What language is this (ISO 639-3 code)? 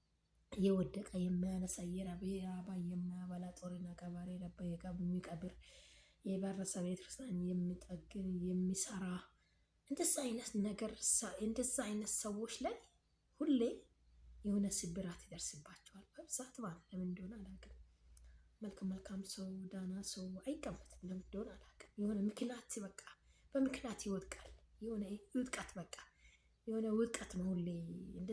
amh